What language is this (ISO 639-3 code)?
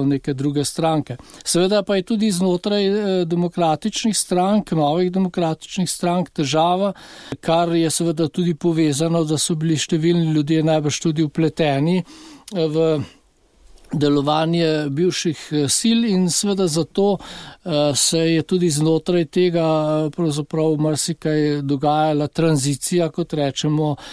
slv